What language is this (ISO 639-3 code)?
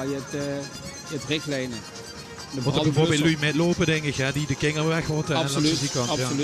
lim